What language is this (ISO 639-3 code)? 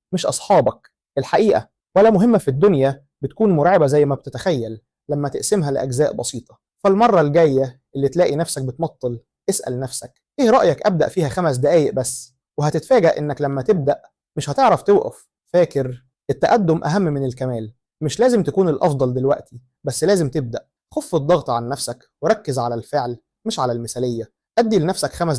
arz